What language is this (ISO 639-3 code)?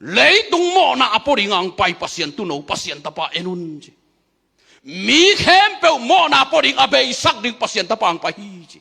ctd